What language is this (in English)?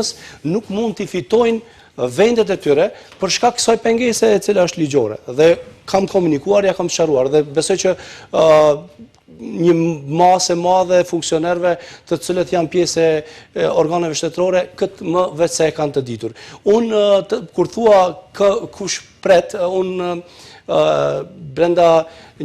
Albanian